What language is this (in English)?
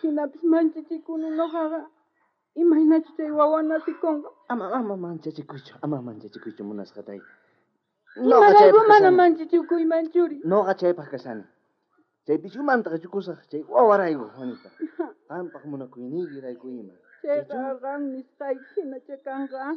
South Bolivian Quechua